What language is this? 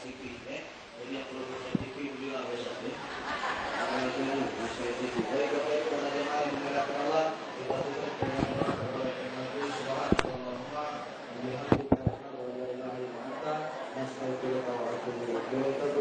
Musi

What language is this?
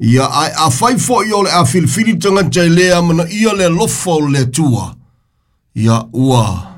Samoan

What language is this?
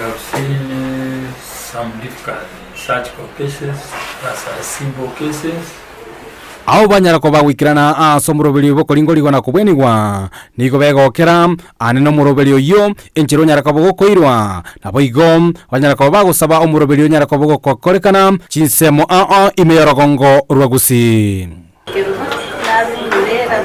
Gusii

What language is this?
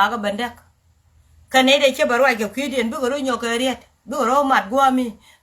Nuer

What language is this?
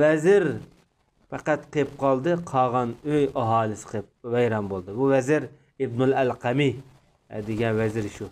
Uyghur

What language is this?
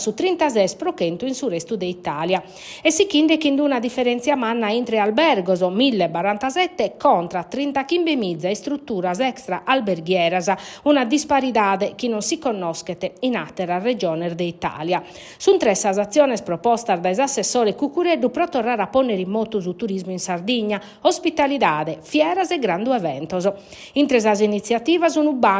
Sardinian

